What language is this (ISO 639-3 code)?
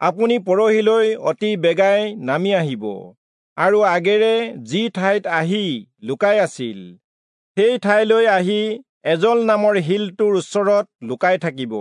asm